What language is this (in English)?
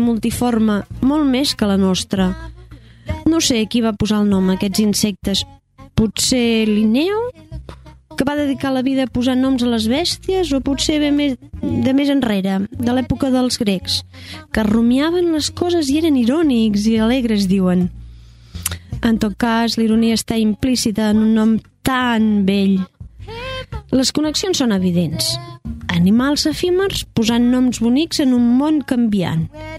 Catalan